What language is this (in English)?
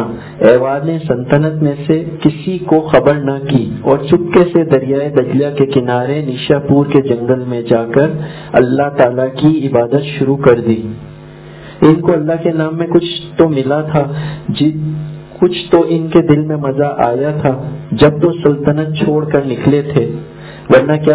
Urdu